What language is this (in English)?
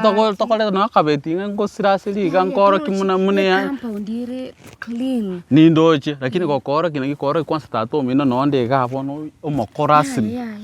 Gusii